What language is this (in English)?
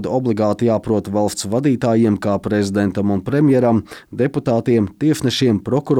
Latvian